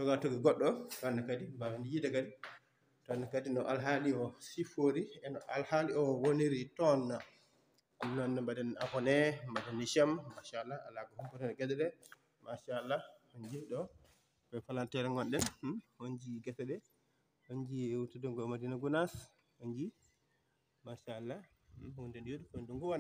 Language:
Fula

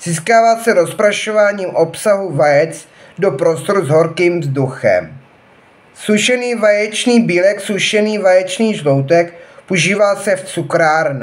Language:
Czech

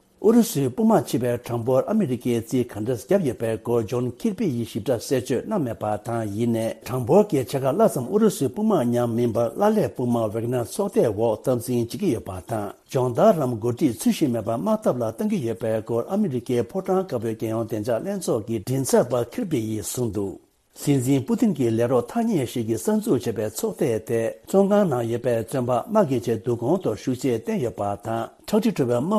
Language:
Tibetan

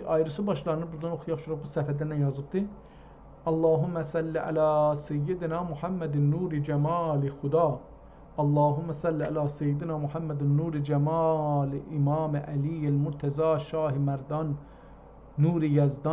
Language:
South Azerbaijani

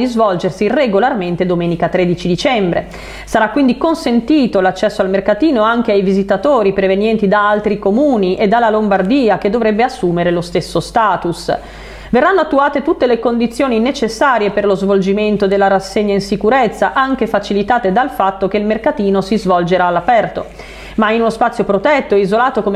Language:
Italian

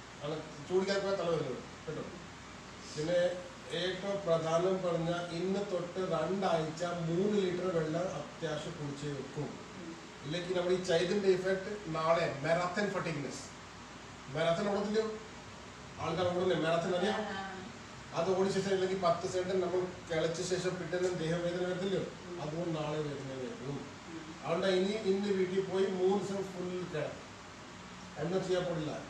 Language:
Malayalam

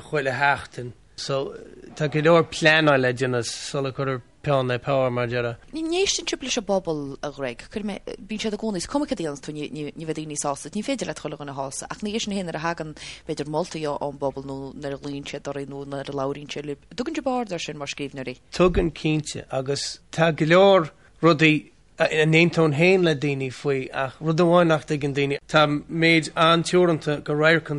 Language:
Irish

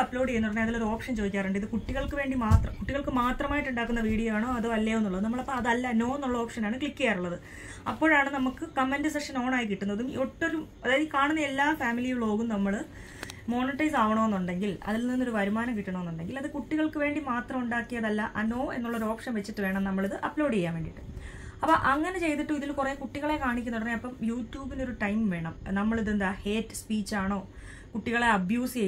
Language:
Malayalam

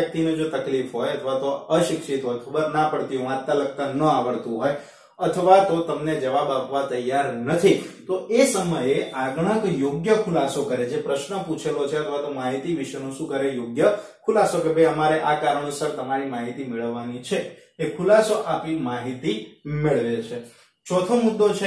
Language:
Gujarati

